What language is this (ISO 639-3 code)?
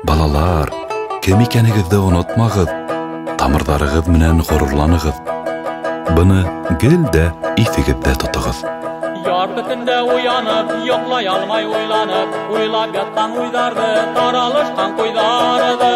bak